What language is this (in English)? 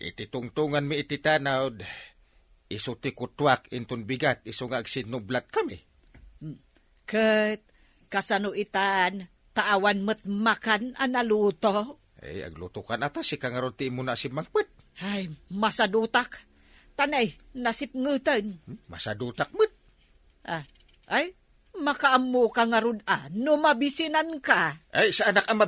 Iloko